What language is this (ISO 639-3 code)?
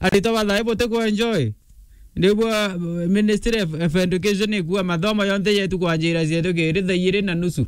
mer